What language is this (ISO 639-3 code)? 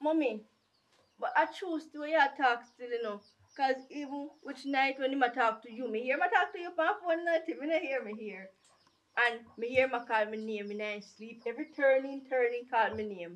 jam